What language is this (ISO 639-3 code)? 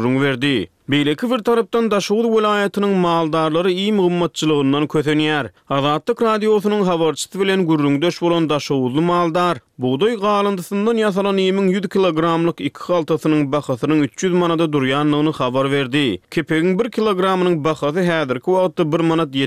tuk